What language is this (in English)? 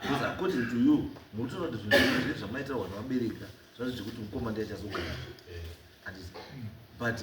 Shona